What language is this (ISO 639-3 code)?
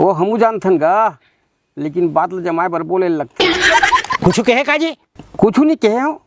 hne